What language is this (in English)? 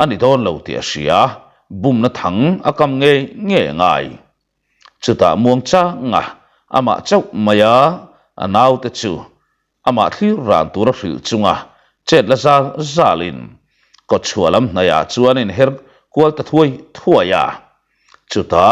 Mizo